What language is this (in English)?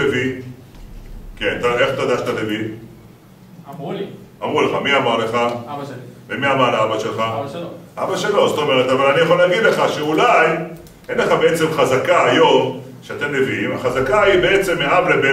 Hebrew